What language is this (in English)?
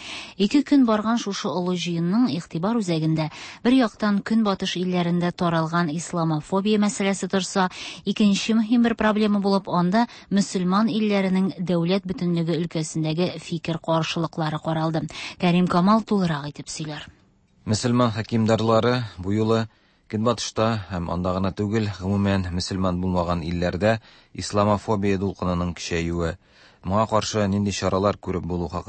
Tatar